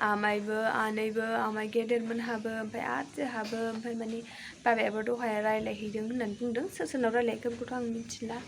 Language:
Bodo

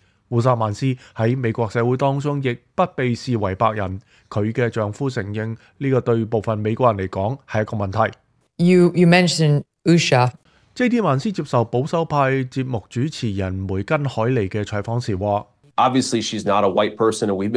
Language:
Cantonese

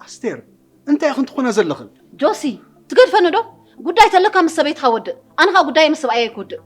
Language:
Tigrinya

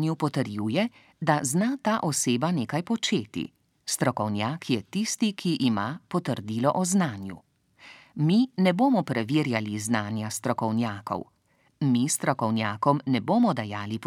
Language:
Slovenian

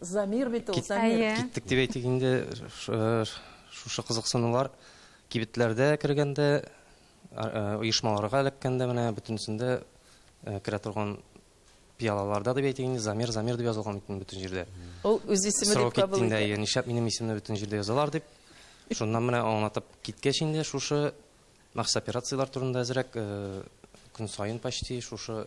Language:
Tatar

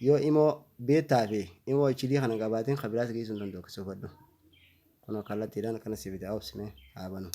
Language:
Oromo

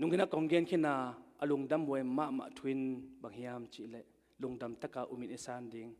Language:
Tedim Chin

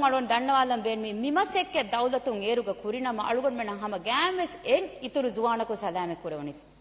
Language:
Divehi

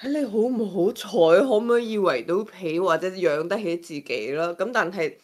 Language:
Cantonese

